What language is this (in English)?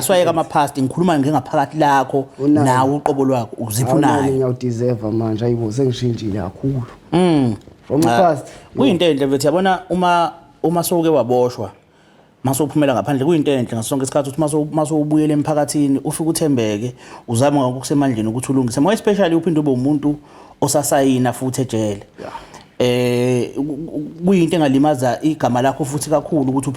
Zulu